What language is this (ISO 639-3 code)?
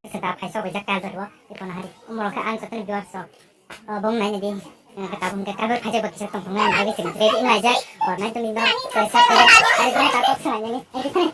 trp